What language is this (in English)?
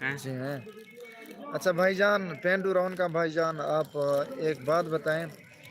Saraiki